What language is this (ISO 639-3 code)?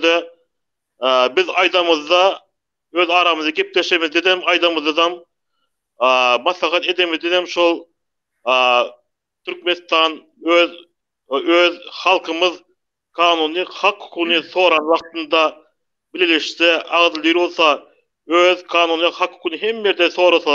tuk